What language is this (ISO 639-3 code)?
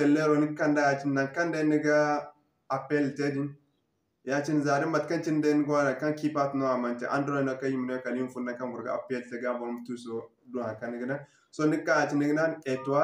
dje